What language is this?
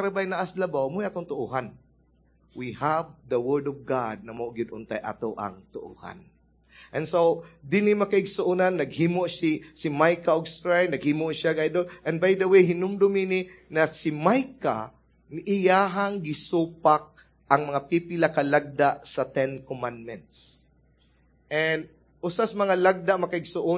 Cebuano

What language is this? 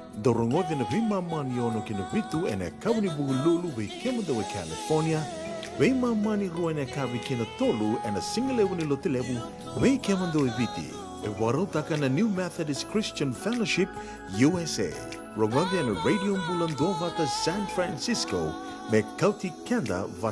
Fijian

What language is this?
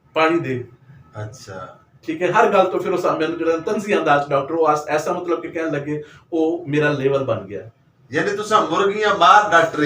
Western Panjabi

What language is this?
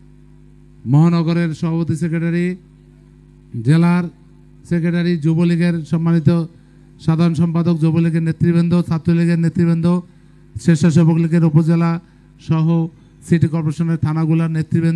Bangla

